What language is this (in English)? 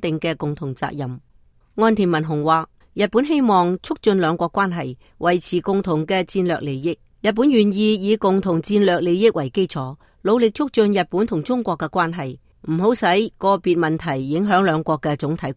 Cantonese